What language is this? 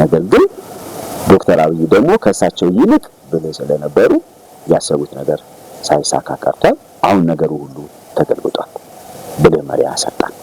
Amharic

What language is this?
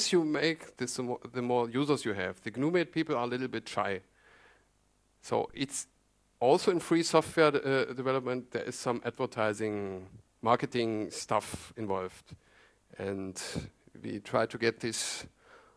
English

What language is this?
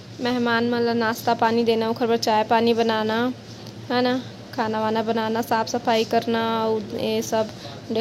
Chhattisgarhi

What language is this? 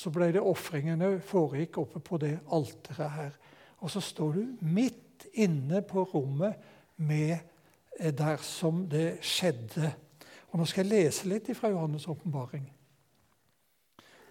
Norwegian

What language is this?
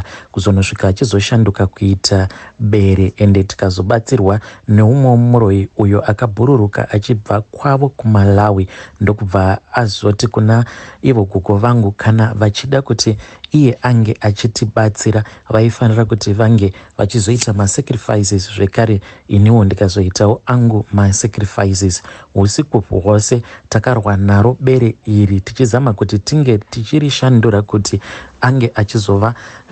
Shona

